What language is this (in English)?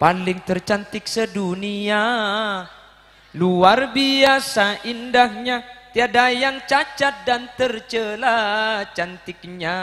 Madurese